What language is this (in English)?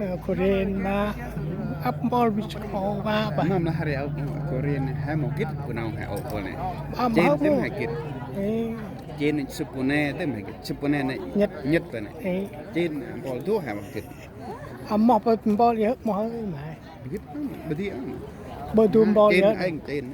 Central Mnong